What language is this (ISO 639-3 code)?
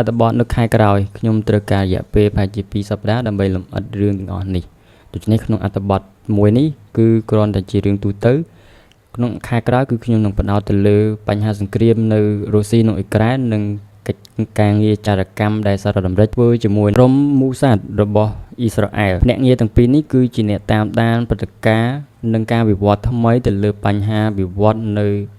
khm